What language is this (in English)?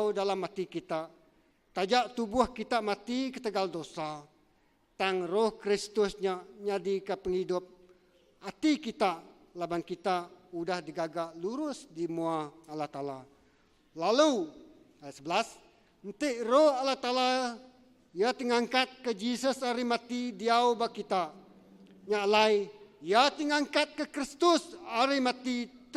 Iban